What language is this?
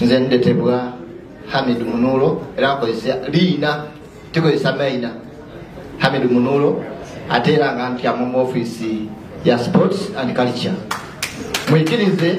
Soga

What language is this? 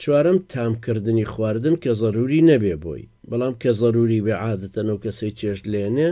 Central Kurdish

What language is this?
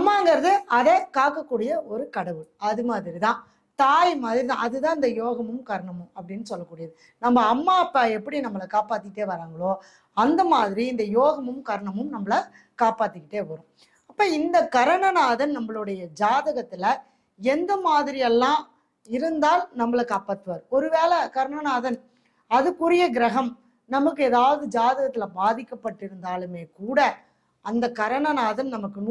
Tamil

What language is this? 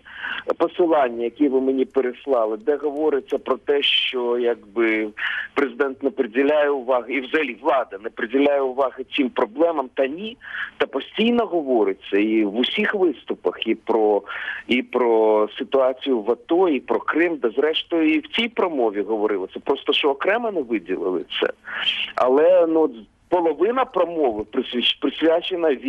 Ukrainian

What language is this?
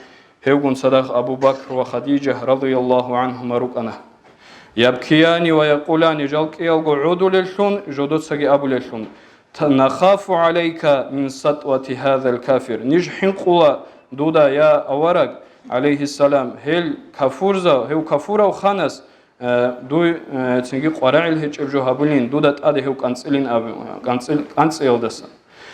Avaric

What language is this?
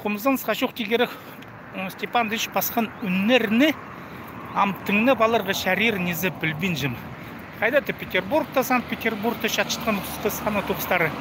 Khakas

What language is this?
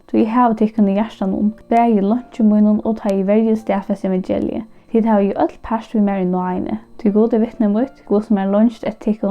Faroese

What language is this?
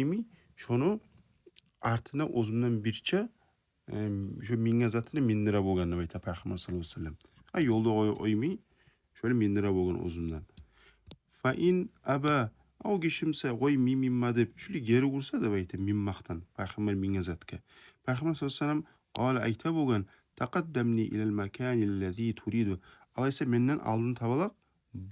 Kumyk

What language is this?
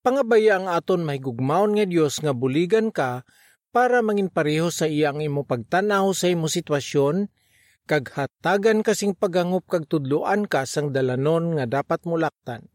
Hiligaynon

